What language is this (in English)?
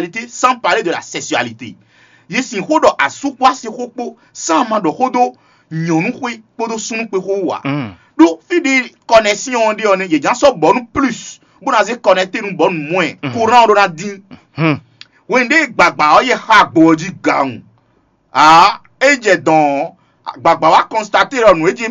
Fon